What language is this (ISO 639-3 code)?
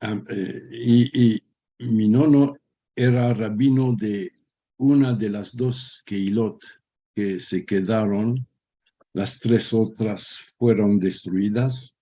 lad